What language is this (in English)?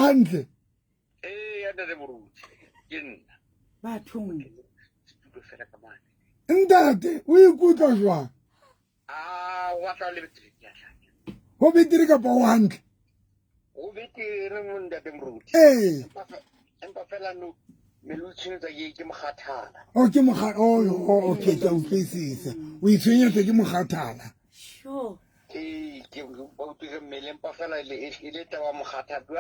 Southern Sotho